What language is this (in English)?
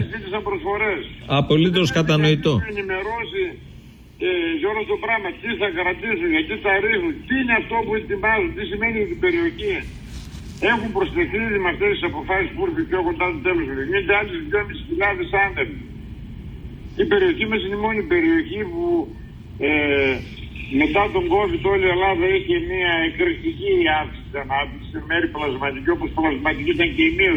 Greek